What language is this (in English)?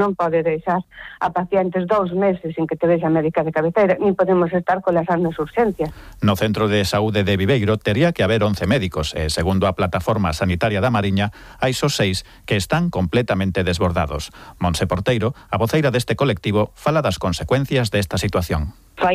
Galician